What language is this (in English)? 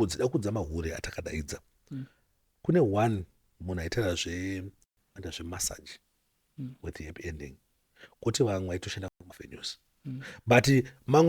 Shona